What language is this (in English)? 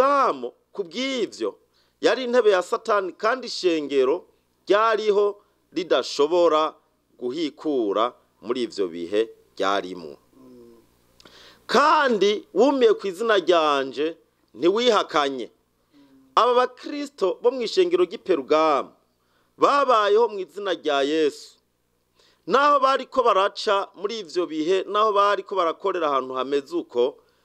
Rundi